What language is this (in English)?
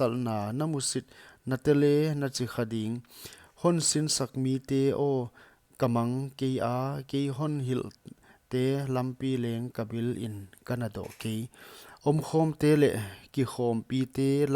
Paite Chin